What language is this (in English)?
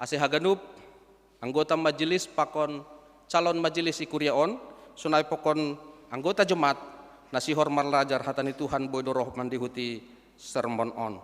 Batak Simalungun